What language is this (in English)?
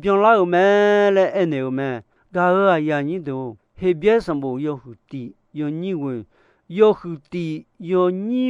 Akha